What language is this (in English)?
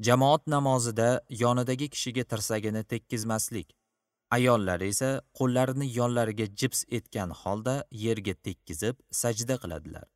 Uzbek